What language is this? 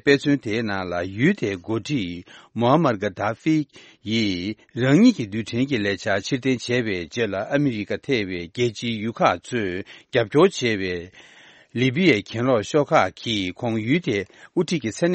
Tibetan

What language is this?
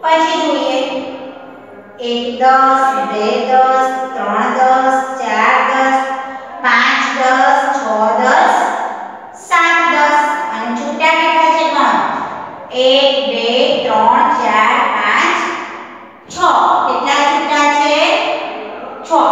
Gujarati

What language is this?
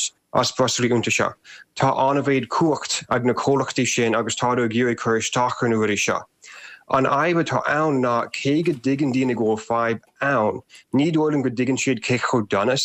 Irish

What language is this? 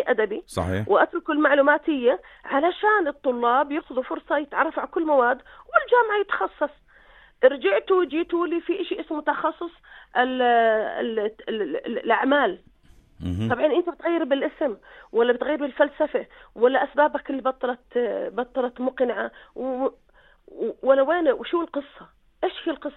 North Levantine Arabic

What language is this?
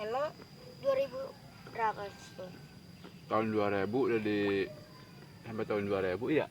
Betawi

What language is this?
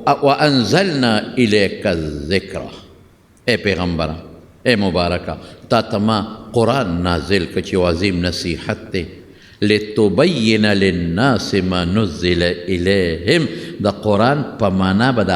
Pashto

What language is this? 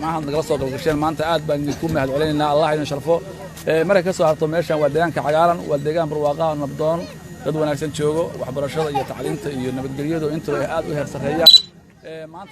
Somali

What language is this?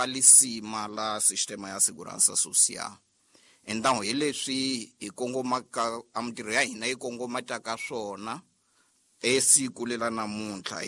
Tsonga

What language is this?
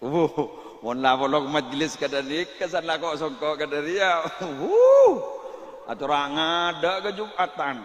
Madurese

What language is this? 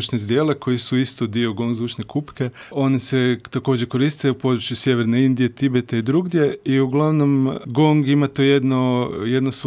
Croatian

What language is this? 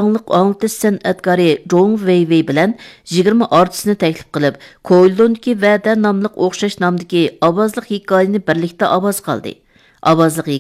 Uyghur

